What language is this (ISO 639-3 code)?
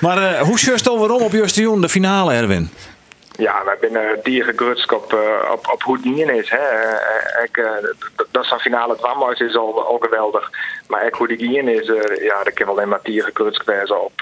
fry